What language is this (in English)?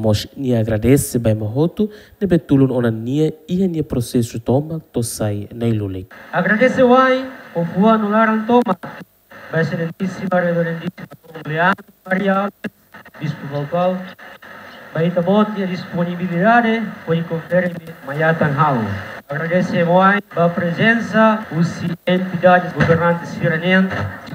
Tetum